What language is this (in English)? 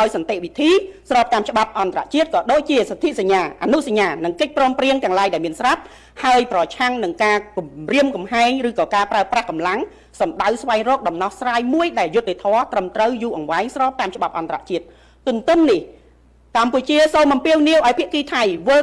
Khmer